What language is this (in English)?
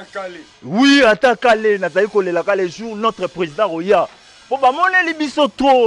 Lingala